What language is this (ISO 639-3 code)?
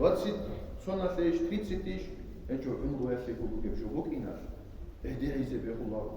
ava